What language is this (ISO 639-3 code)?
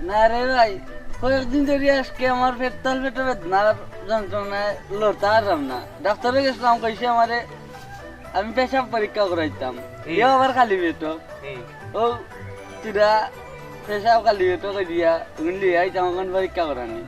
syl